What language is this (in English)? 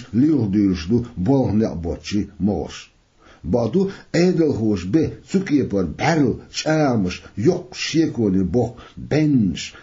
Chechen